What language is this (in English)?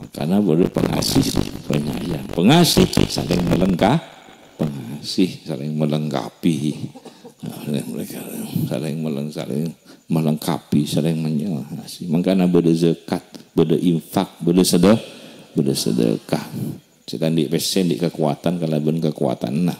Madurese